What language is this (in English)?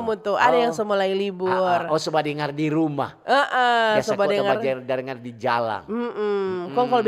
Manado Malay